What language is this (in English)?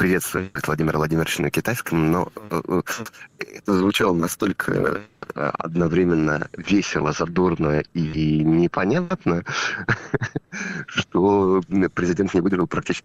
Russian